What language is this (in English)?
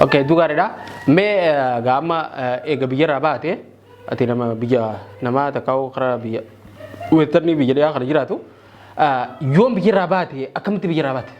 Oromo